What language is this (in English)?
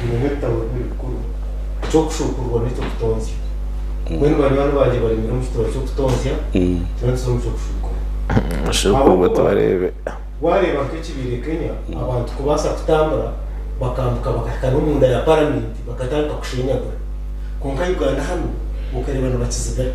Nyankole